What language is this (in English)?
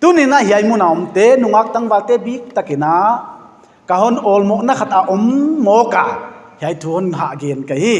Paite Chin